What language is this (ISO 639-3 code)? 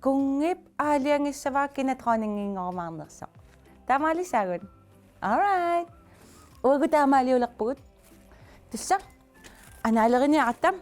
kal